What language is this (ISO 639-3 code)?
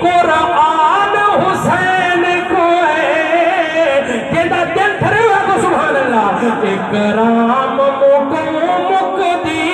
skr